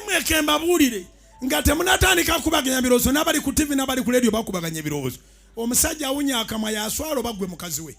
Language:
Ganda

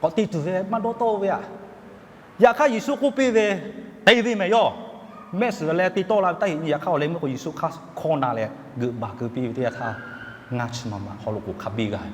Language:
Lahu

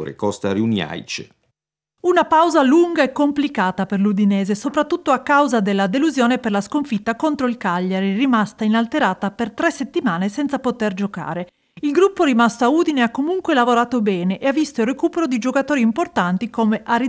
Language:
Italian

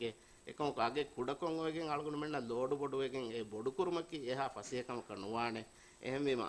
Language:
Divehi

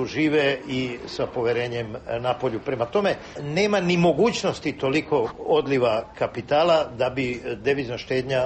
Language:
Serbian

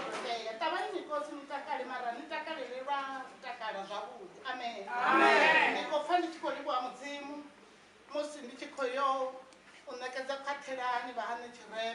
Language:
Venda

